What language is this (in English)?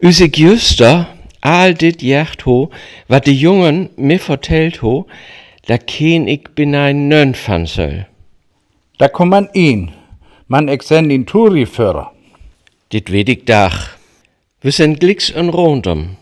Northern Frisian